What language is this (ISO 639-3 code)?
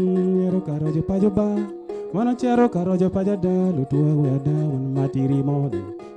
ach